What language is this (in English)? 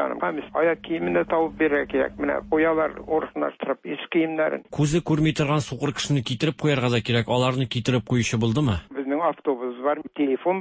Tatar